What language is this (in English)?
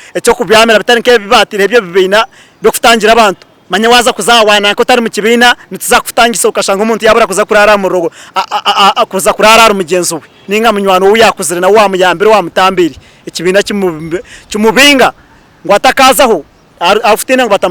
Nyankole